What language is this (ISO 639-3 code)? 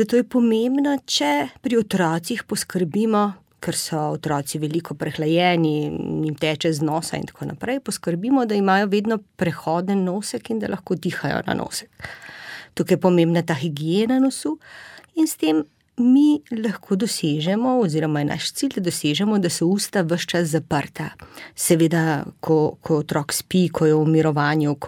slv